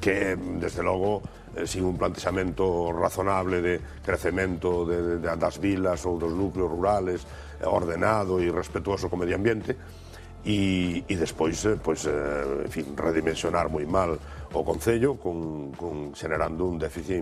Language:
Galician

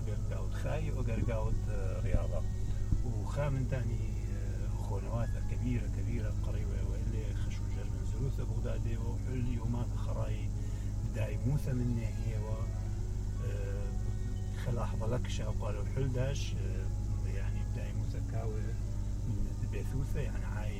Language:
Mesopotamian Arabic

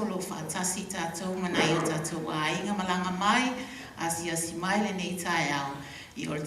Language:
Samoan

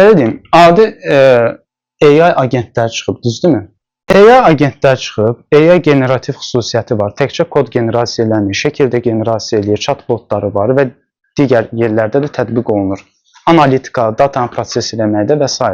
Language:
Azerbaijani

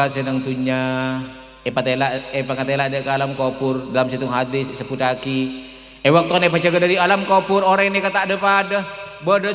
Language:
Madurese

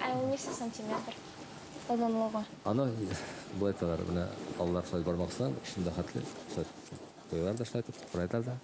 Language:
Bashkir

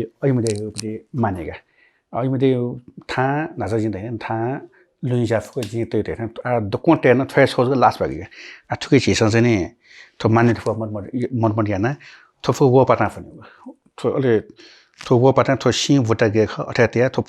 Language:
Newari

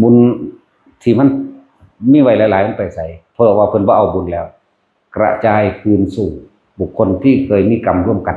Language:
Northeastern Thai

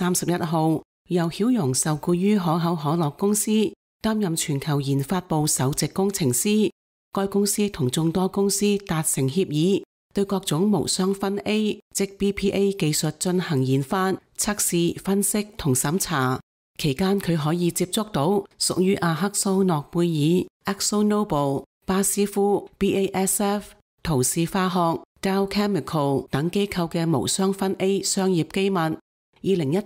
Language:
Cantonese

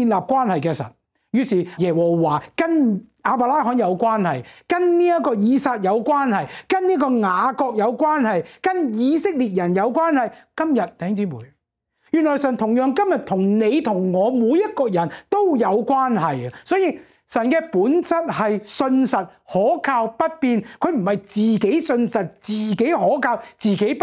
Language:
Cantonese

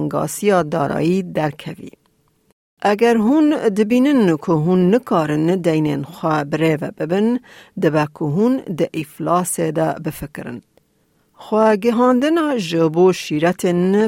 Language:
Kurdish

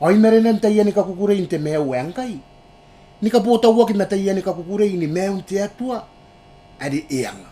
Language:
Gilbertese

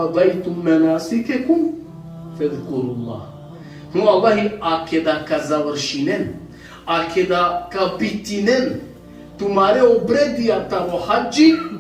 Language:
Balkan Romani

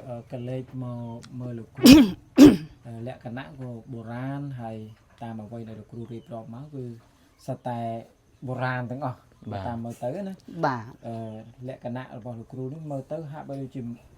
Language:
Khmer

